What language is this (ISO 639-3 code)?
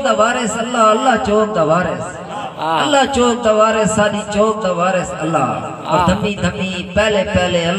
skr